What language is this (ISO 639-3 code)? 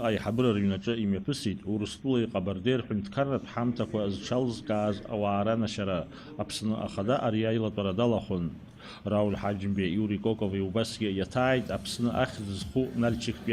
abk